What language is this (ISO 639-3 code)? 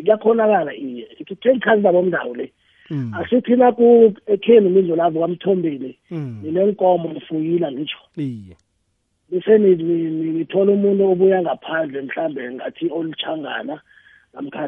nbl